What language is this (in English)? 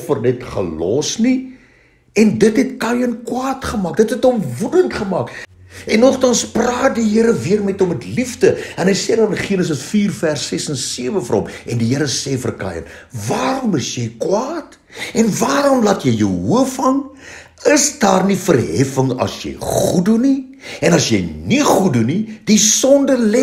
Afrikaans